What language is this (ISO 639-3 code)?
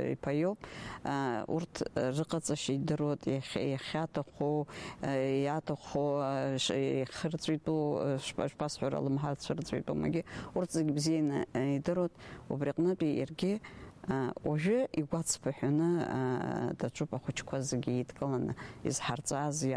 abk